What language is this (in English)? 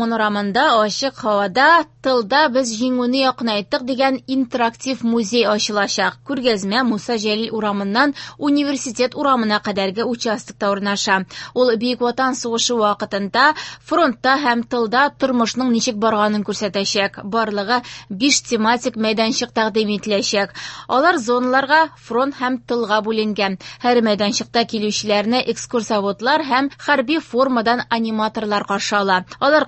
Tatar